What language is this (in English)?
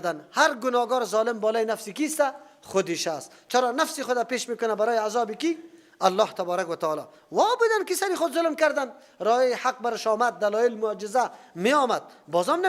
Persian